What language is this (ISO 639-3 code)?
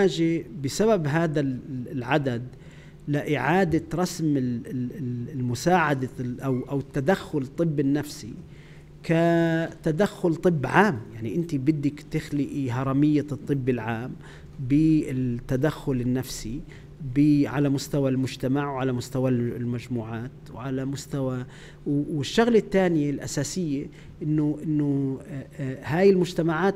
apc